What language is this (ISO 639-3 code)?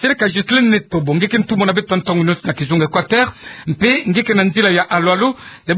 ktu